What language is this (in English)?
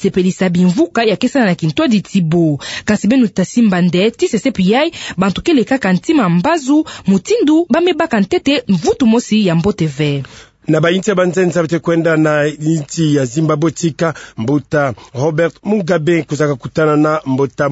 Kituba (Democratic Republic of Congo)